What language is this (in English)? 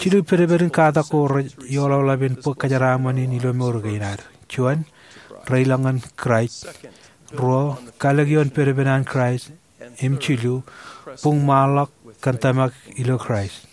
Marshallese